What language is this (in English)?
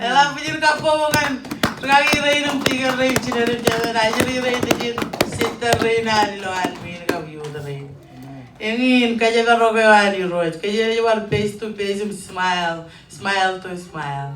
Marshallese